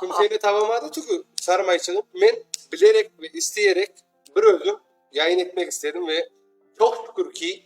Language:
Crimean Tatar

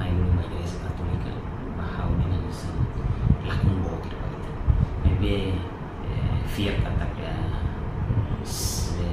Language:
Tetum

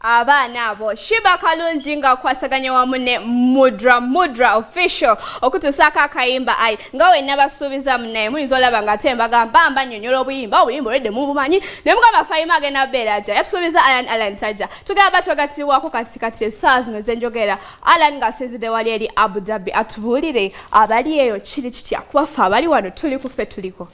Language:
Ganda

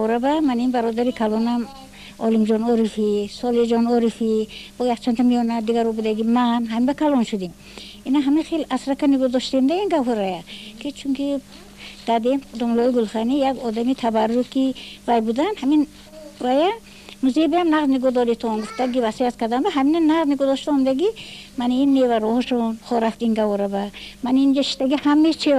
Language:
Tajik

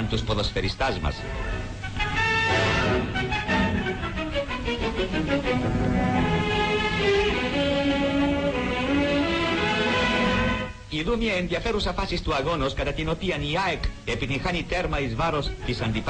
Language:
Greek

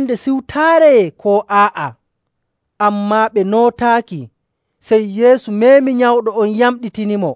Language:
Nigerian Fulfulde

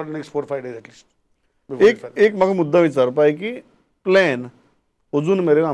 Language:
Konkani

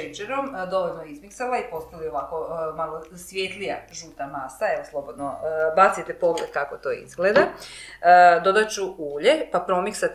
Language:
Croatian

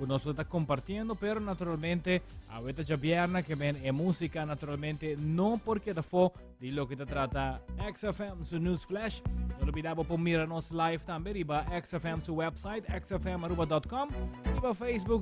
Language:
Papiamento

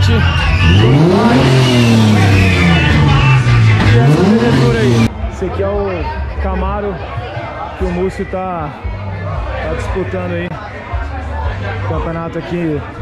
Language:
Portuguese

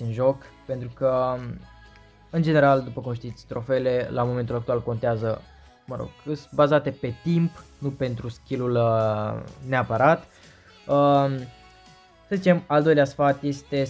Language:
Romanian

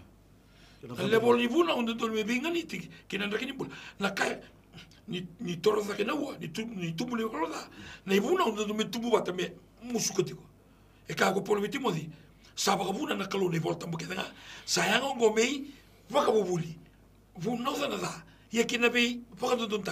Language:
Galician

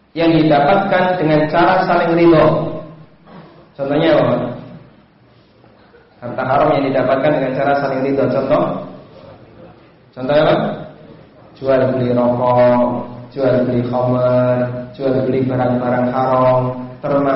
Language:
Indonesian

